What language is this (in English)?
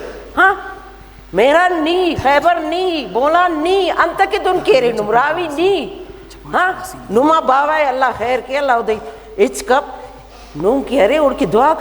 Brahui